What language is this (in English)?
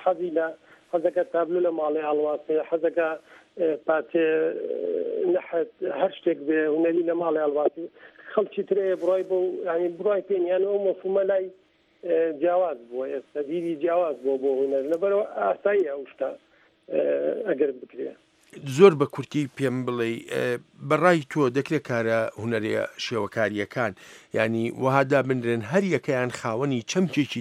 Central Kurdish